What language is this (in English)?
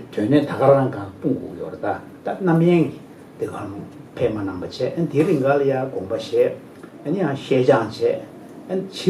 Tibetan